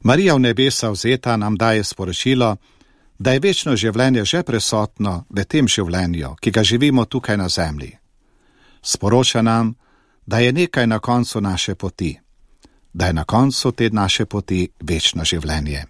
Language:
Slovenian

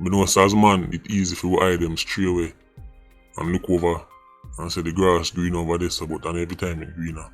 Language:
Jamaican Creole English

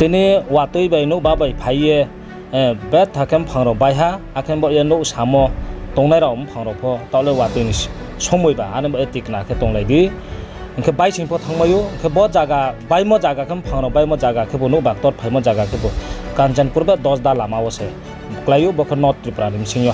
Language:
Riang (India)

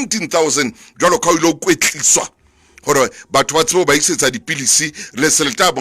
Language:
Southern Sotho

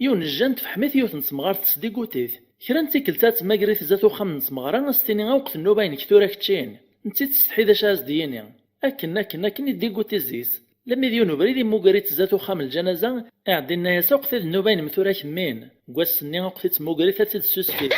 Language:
Kabyle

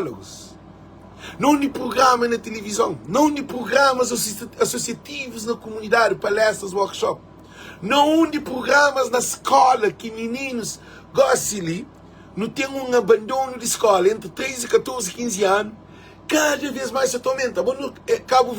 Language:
Kabuverdianu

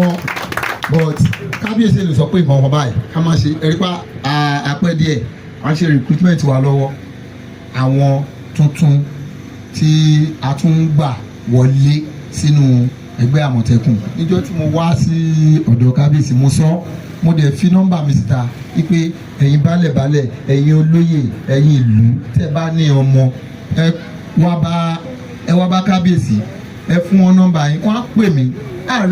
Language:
Yoruba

